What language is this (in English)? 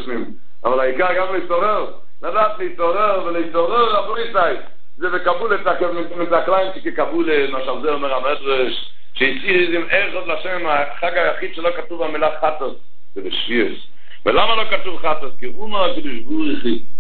Hebrew